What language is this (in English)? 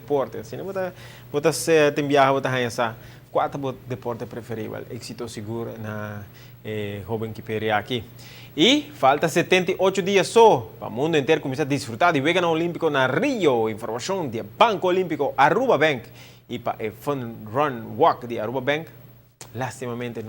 Papiamento